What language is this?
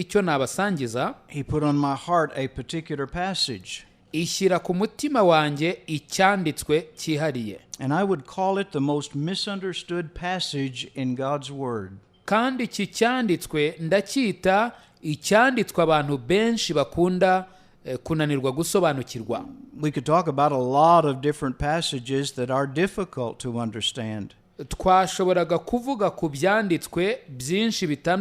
Kinyarwanda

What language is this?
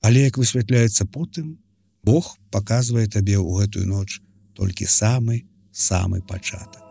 Belarusian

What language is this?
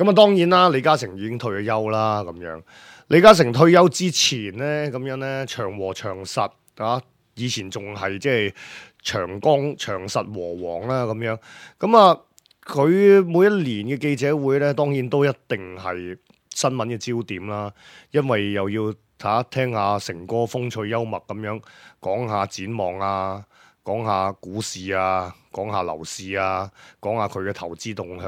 Cantonese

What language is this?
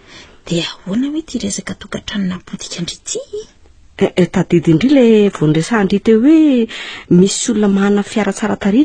Malagasy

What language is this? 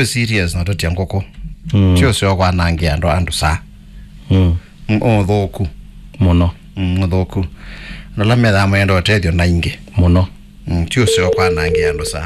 Kamba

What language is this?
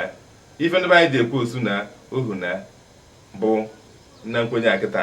Igbo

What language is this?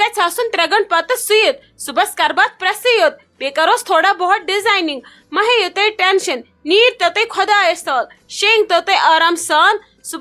Kashmiri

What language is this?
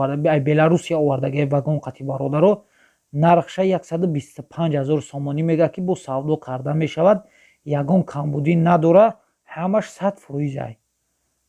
Tajik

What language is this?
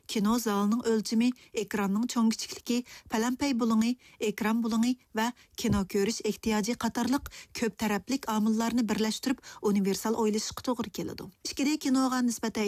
Uyghur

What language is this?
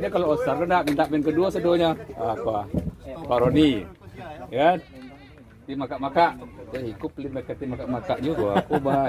Minangkabau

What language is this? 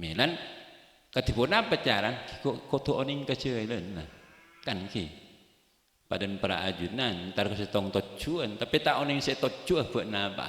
Madurese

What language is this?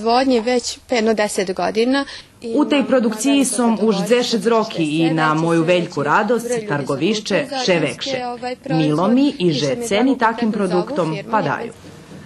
Rusyn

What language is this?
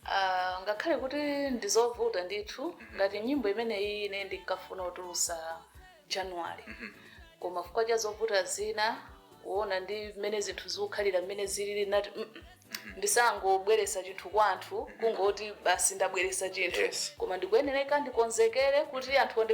Nyanja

